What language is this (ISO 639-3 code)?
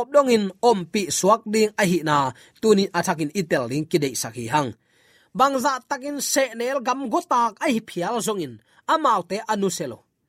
ctd